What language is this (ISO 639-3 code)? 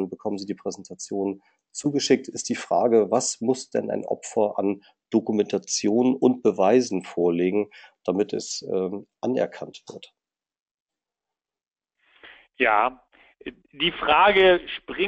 deu